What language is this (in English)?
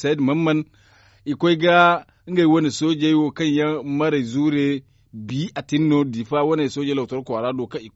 Zarma